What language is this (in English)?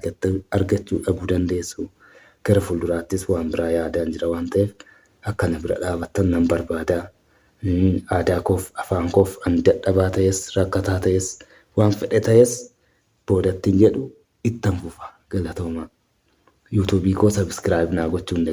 Oromo